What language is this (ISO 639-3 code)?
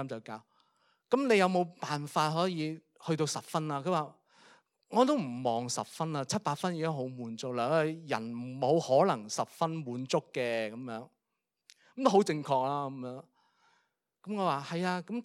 yue